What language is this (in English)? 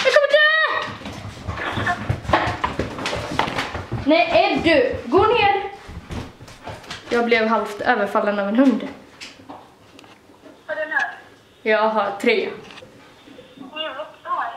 Swedish